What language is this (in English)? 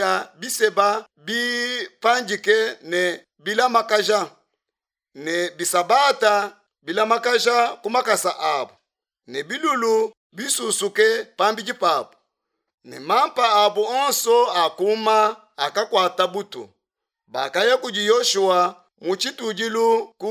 Luba-Lulua